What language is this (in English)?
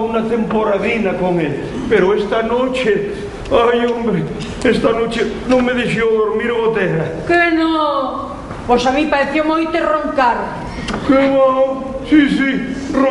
Asturian